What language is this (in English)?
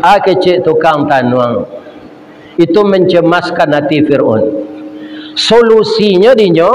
Minangkabau